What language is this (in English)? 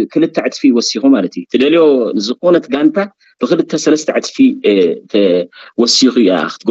Tigrinya